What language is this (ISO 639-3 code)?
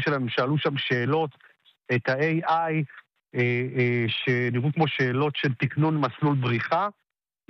heb